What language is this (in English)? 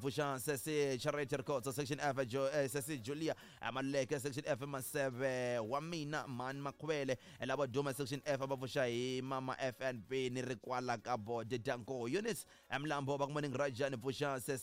Tsonga